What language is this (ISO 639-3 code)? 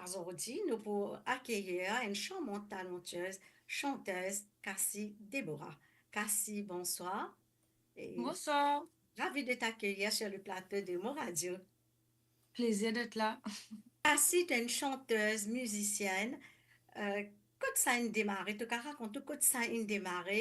mfe